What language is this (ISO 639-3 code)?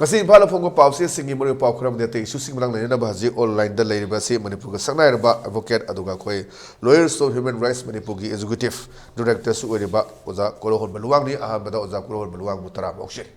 mni